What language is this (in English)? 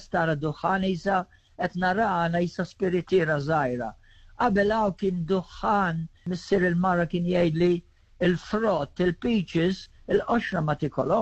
Maltese